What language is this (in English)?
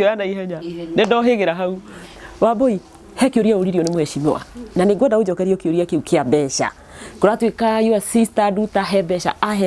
Kikuyu